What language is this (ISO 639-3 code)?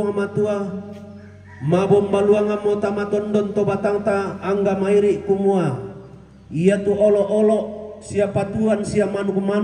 sda